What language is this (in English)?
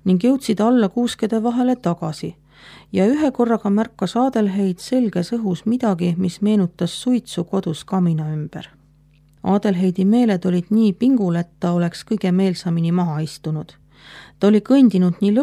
Estonian